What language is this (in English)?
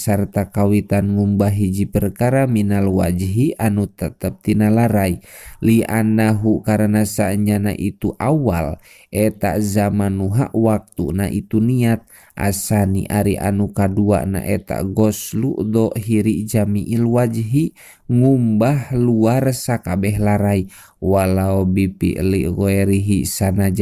Sundanese